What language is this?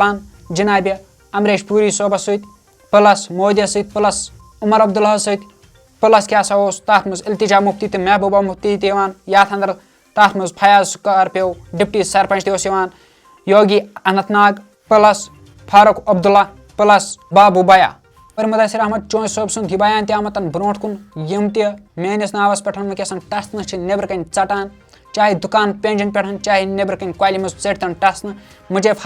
Kashmiri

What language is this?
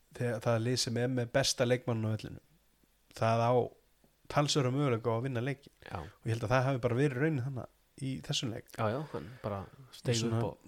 Icelandic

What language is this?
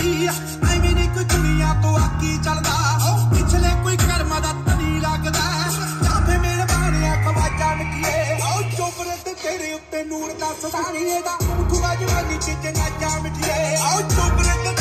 Punjabi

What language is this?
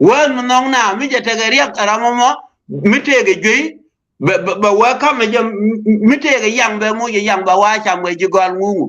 Nuer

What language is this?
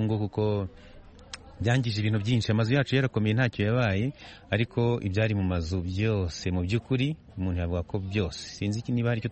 Kinyarwanda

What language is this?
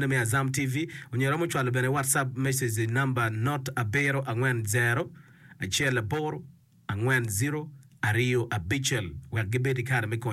Acoli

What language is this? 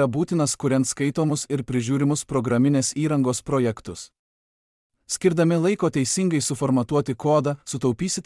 Lithuanian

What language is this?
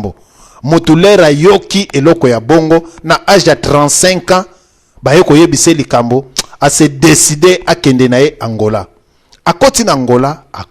Lingala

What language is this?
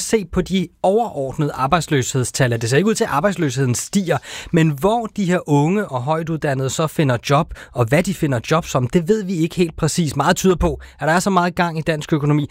Danish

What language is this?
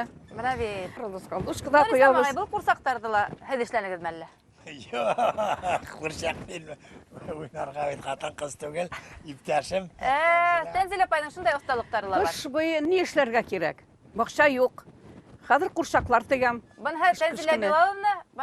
Bashkir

